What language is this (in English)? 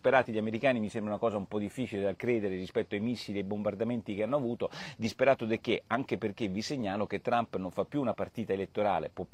Italian